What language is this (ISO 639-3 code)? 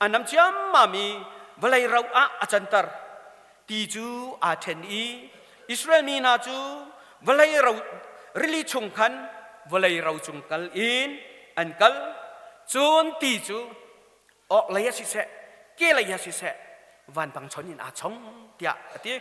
cnh